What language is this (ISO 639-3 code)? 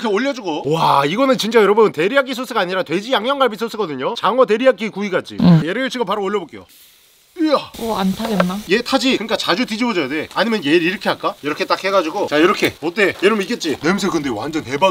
kor